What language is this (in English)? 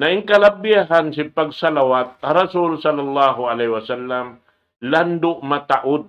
Tausug